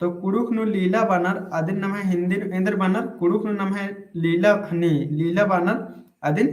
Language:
Kurukh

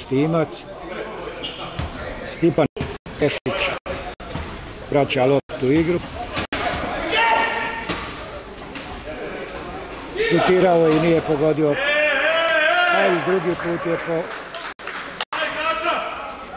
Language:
Croatian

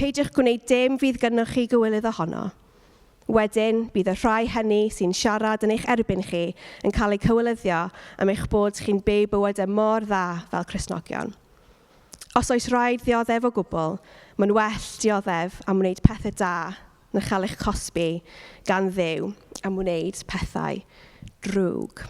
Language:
Welsh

